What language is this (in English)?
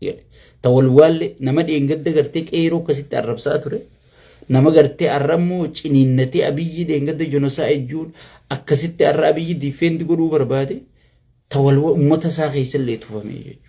Oromo